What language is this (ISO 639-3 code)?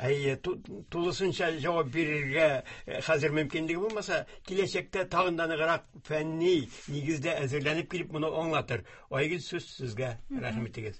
tat